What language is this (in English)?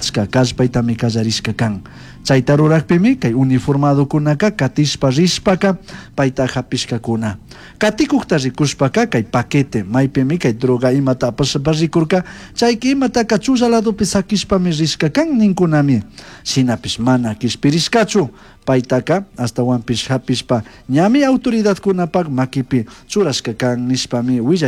Chimborazo Highland Quichua